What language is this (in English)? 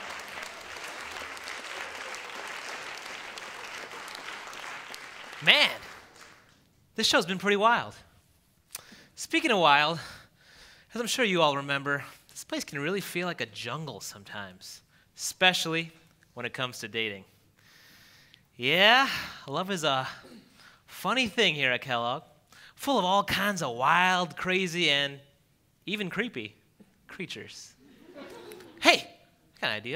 English